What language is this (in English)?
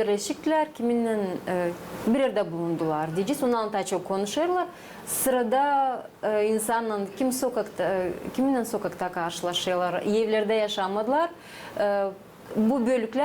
Gagauz